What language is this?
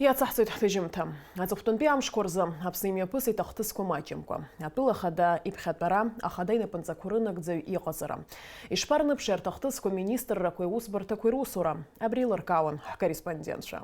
Abkhazian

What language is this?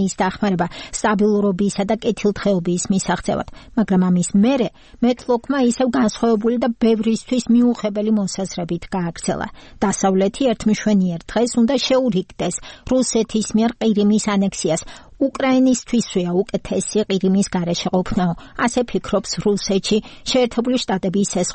Georgian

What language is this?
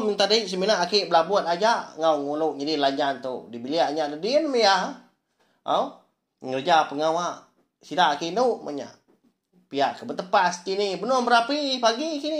Iban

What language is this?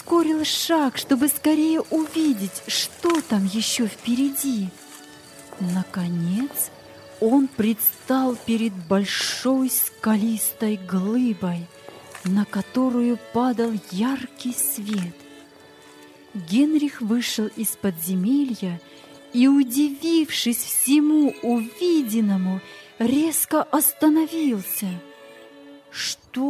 Russian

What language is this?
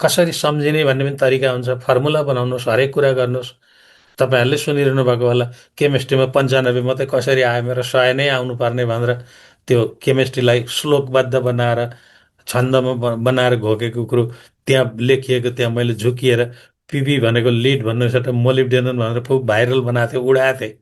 Nepali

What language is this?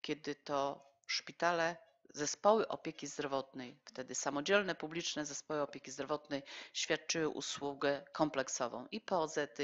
Polish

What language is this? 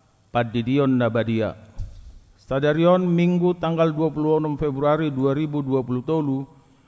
Batak Toba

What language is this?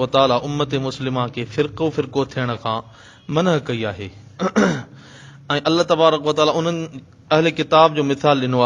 Sindhi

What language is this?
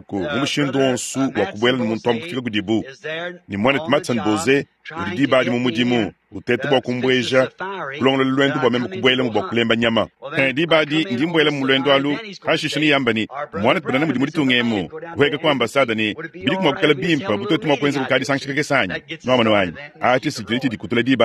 Luba-Lulua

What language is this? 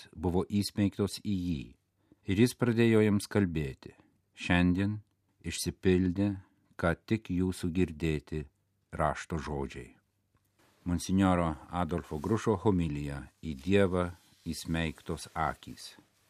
Lithuanian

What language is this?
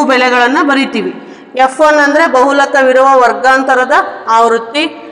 Kannada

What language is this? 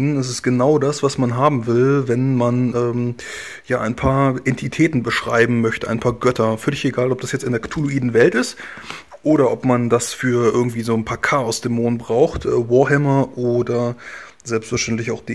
German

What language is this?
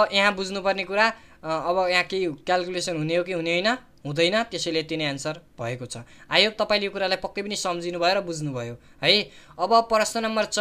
Nepali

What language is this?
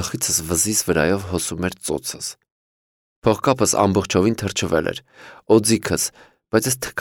Armenian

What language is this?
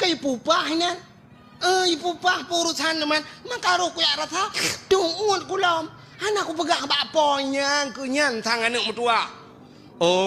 Achinese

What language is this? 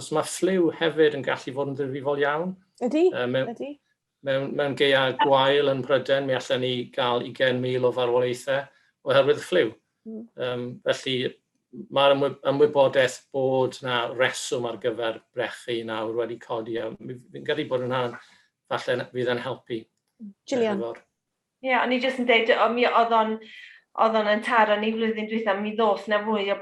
Welsh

